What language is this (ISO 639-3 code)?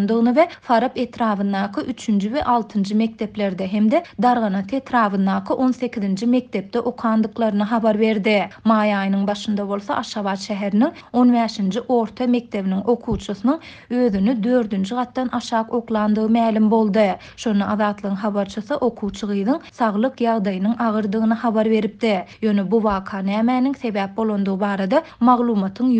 tuk